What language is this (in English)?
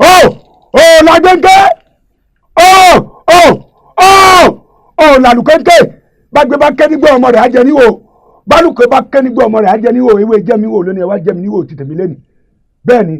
Yoruba